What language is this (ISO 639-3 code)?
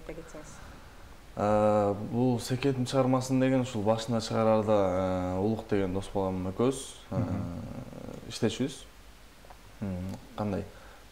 kir